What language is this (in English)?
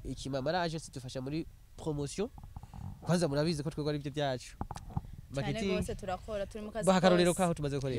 Rundi